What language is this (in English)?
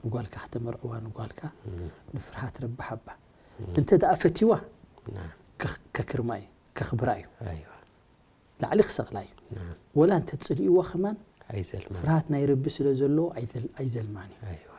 Tigrinya